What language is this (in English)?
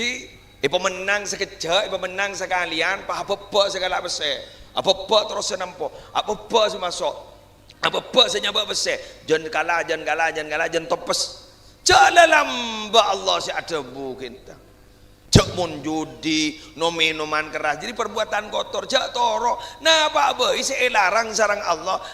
Madurese